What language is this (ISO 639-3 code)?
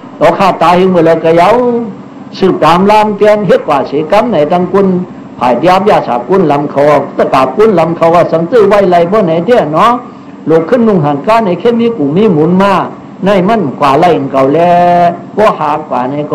shn